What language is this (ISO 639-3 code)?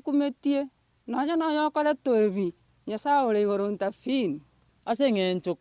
guz